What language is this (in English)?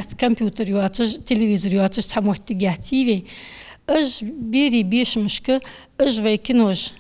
Ingush